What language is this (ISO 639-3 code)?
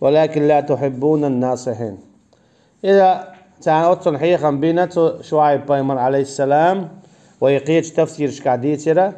che